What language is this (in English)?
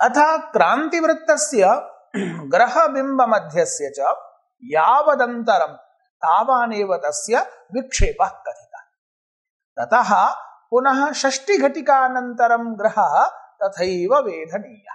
Sanskrit